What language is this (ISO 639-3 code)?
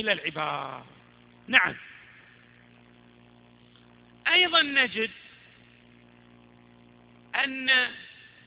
ara